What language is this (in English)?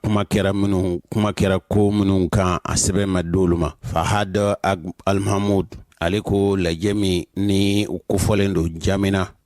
Bambara